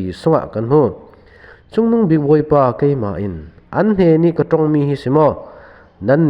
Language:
Falam Chin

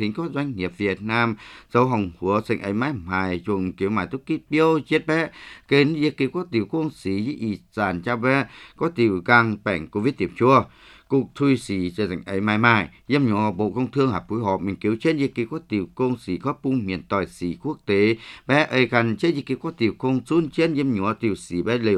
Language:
Vietnamese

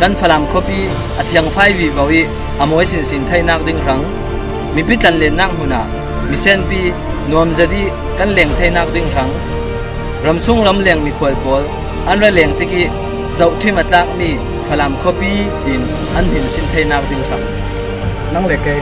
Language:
Falam Chin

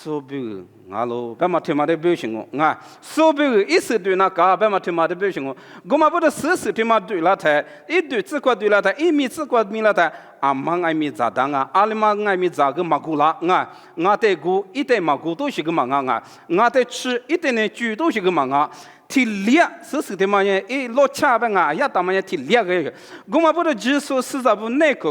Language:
Lisu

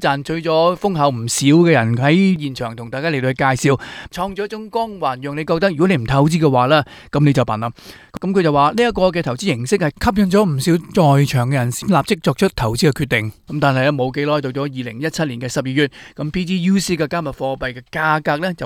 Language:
Cantonese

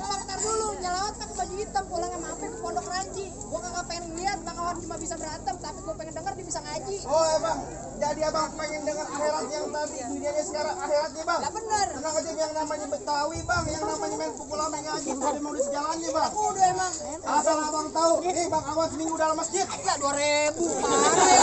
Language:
Betawi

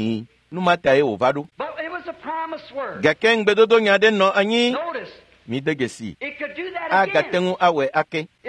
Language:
Ewe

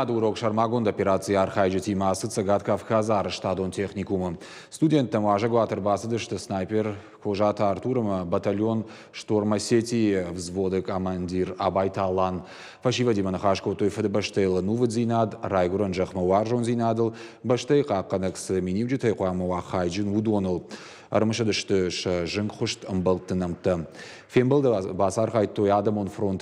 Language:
Ossetic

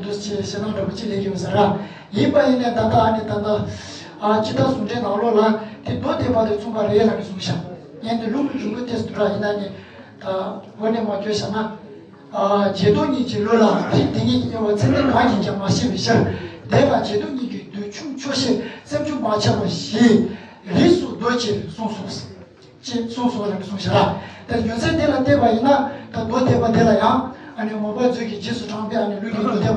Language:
Tibetan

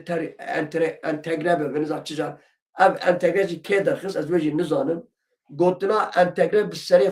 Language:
Kurdish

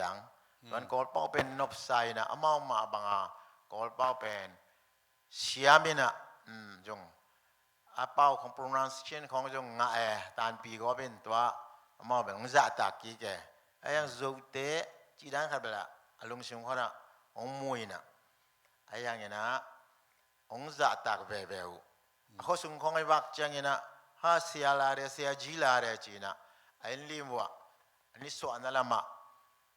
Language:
Tedim Chin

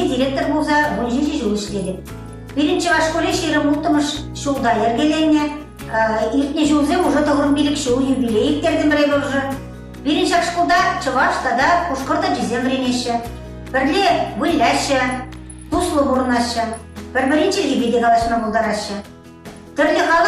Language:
Chuvash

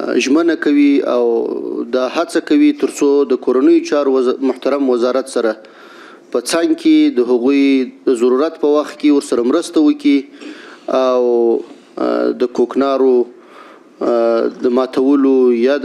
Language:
Pashto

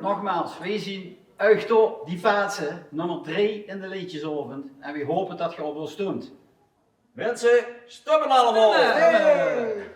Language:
Limburgish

